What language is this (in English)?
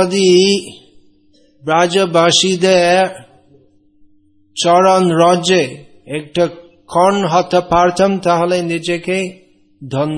Bangla